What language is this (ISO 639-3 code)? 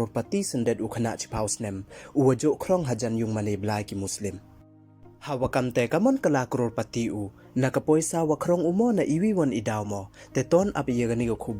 pbv